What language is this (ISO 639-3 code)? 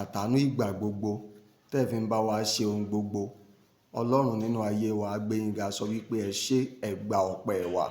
yor